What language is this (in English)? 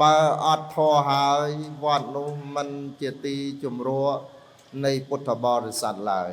Khmer